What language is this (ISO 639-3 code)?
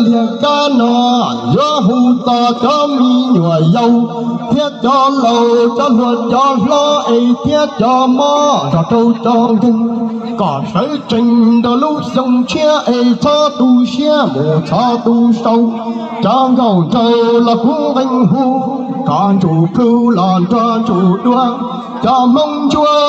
hmn